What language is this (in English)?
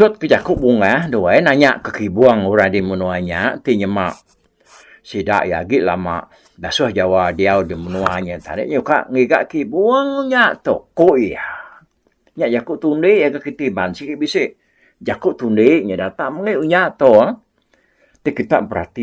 Iban